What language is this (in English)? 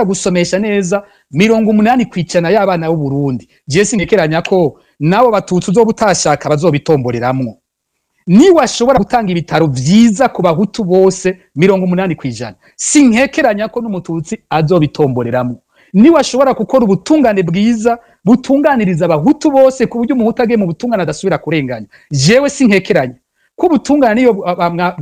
Rundi